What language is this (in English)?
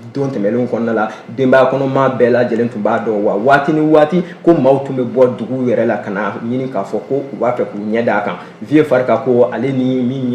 Bambara